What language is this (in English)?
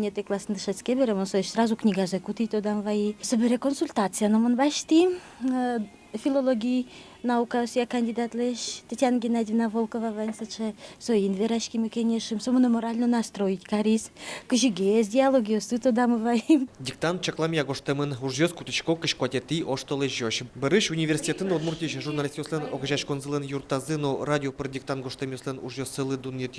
Udmurt